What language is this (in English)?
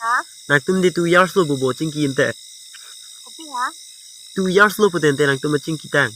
Karbi